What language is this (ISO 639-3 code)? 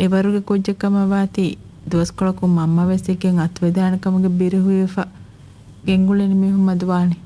div